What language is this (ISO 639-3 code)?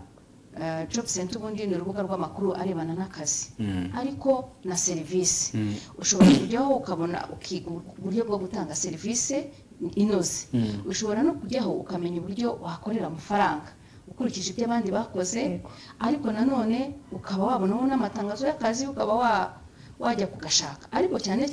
kin